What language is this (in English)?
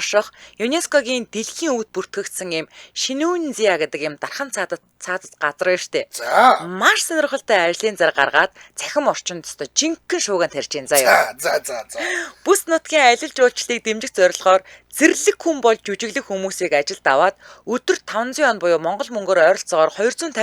Mongolian